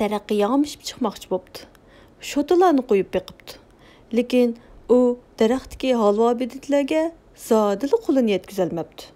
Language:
Uyghur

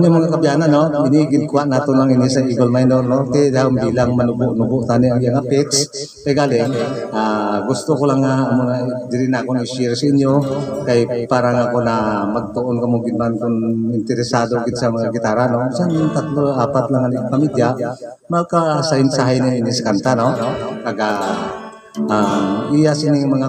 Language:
Hiligaynon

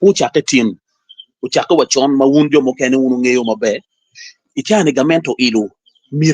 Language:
Acoli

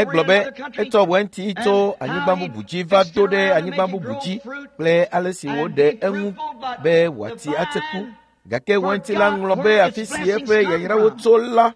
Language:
Ewe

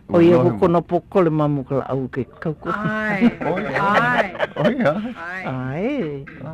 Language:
Hawaiian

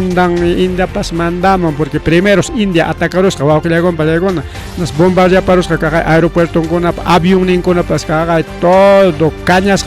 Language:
Ayacucho Quechua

